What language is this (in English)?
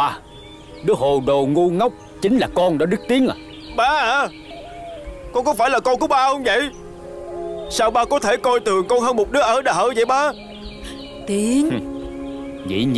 Vietnamese